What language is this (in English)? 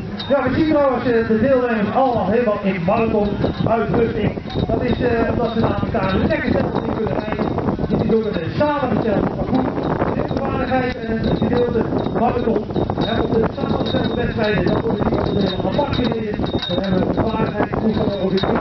Dutch